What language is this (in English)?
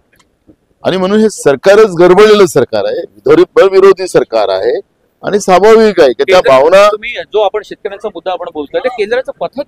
Marathi